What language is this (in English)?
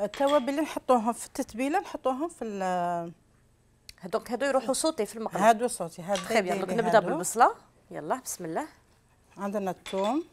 Algerian Arabic